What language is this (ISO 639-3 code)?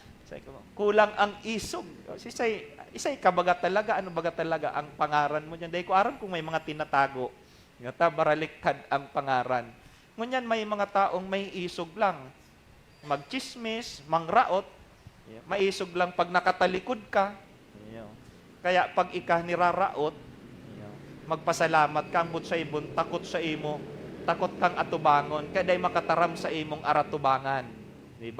bik